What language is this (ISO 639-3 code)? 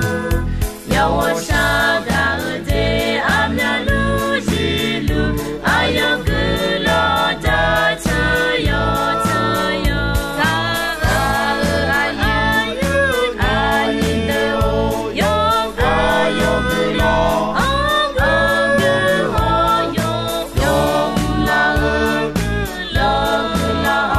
ahk